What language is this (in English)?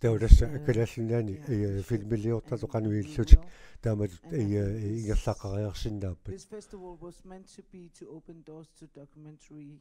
Kalaallisut